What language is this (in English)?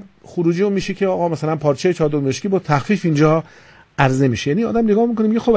Persian